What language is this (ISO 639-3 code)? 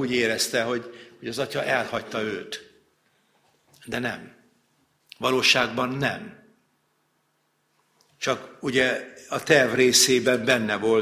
hun